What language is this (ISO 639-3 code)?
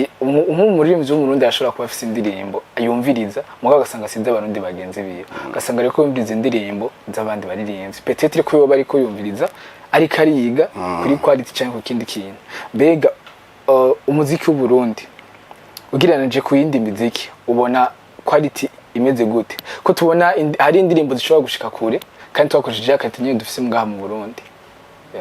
run